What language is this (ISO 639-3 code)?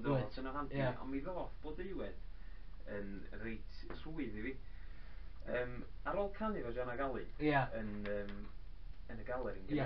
cym